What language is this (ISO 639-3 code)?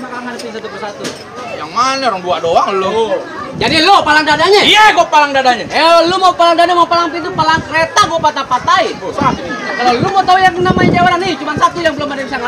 bew